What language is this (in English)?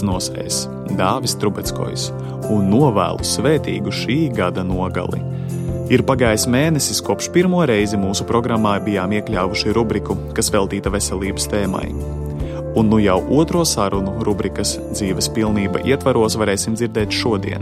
Latvian